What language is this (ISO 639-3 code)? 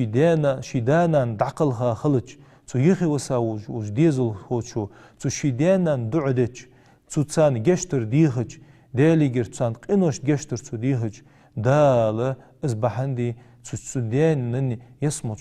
inh